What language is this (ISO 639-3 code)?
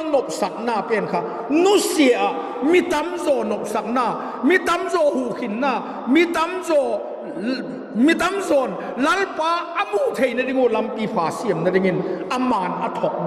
vap